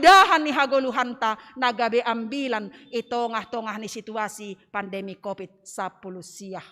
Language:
Batak Simalungun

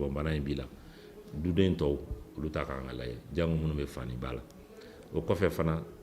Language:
Bambara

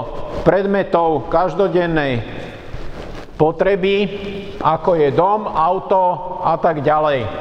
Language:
Slovak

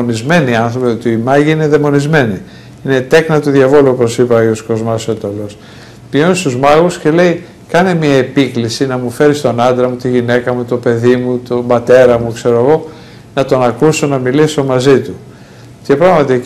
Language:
Greek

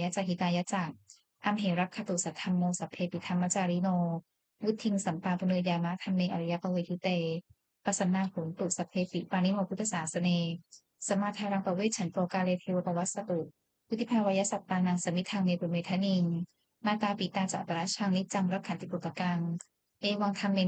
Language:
Pali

